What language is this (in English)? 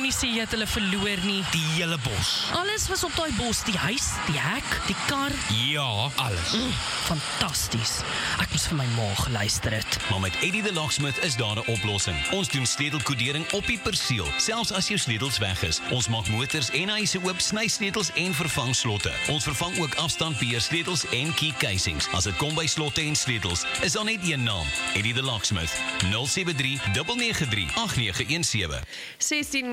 Afrikaans